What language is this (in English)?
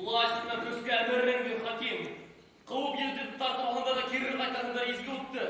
Bashkir